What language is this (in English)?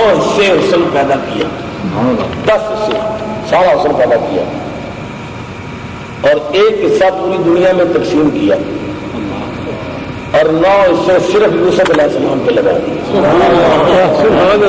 Urdu